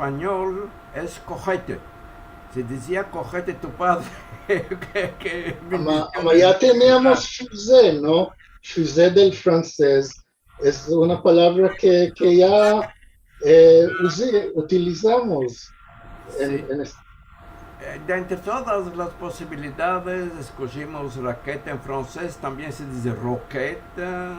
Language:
Ladino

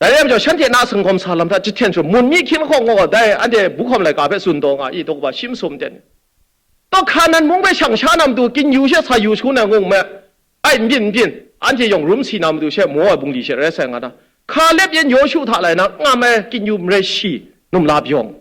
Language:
Kachin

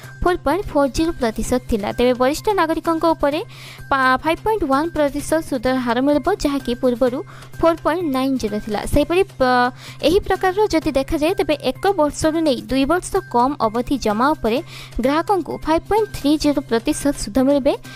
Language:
Odia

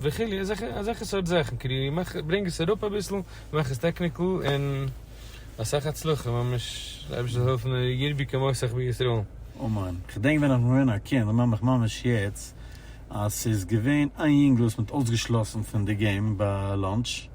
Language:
Yiddish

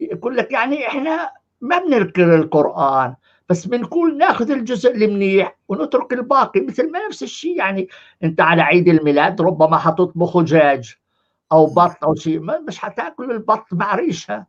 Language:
North Levantine Arabic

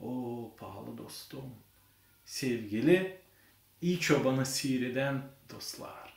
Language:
Gagauz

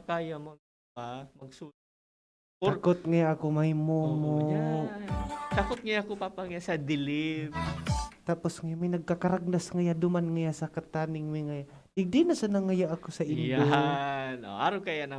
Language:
Bikol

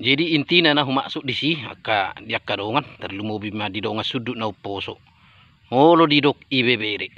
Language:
Batak Toba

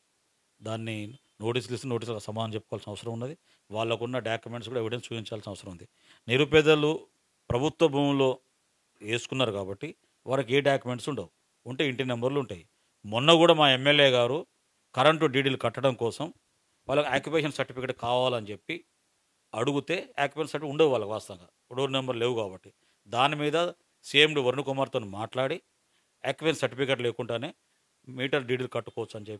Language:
Telugu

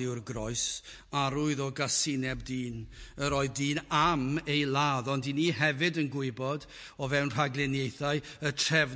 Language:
Welsh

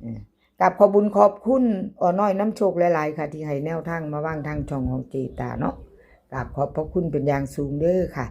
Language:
Northeastern Thai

